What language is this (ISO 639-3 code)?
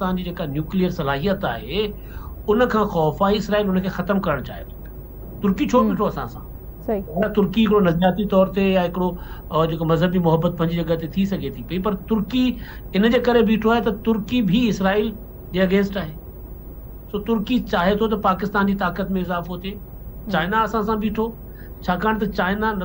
snd